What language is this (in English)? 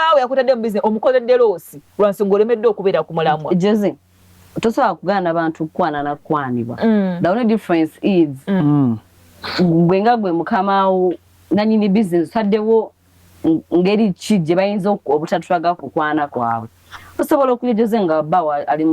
Ganda